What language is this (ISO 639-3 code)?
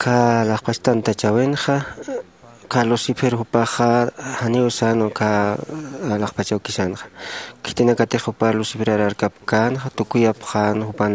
aym